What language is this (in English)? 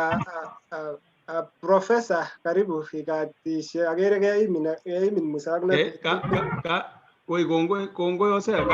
Kalenjin